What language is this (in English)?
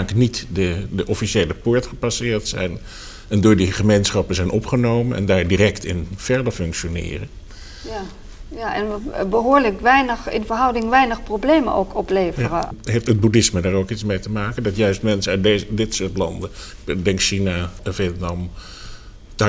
Dutch